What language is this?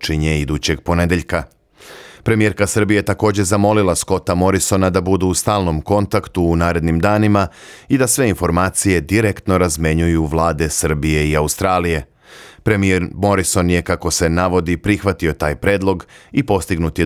Serbian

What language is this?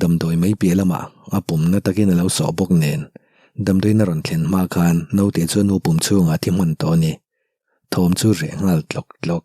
Mizo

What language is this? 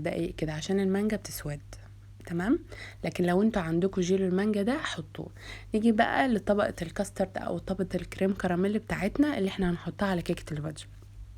Egyptian Arabic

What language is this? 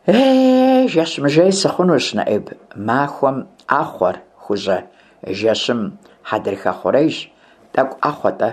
Kabardian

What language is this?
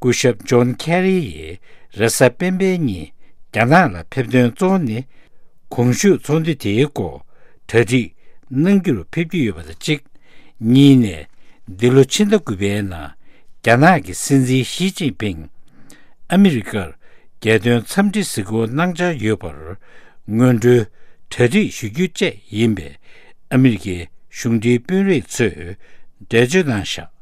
Tibetan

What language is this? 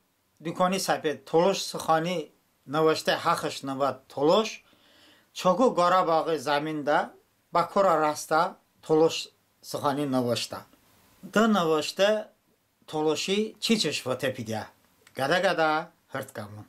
Talysh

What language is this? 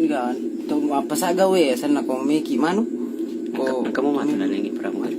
Buginese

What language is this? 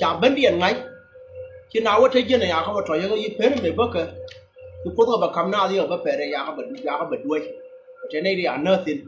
Nuer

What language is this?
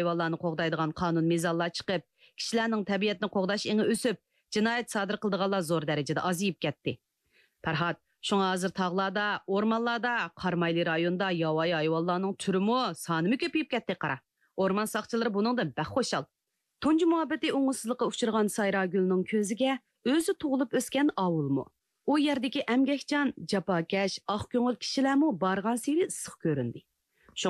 Uyghur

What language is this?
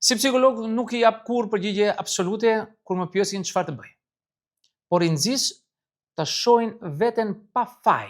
Albanian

